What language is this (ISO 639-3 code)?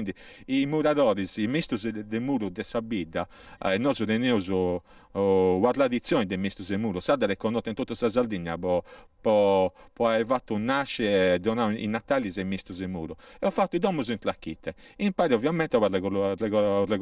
srd